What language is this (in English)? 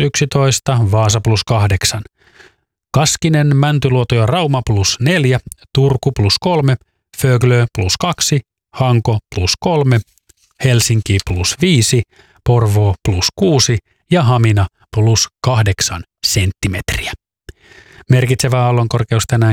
Finnish